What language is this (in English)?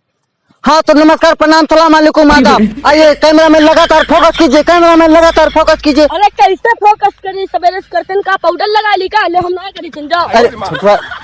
Awadhi